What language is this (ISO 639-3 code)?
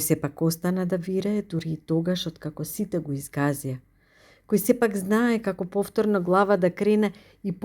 mkd